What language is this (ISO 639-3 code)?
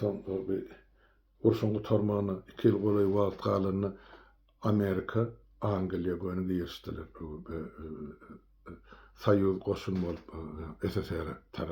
tuk